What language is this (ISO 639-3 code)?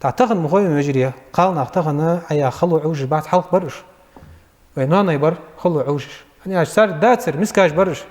inh